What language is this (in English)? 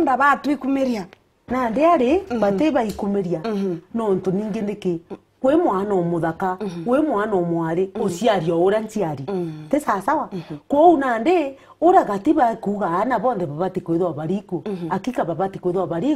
Meru